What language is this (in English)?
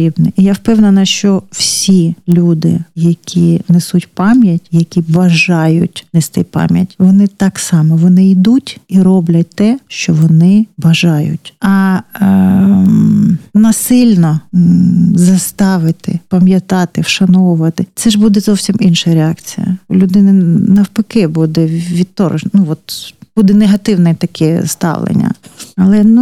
Ukrainian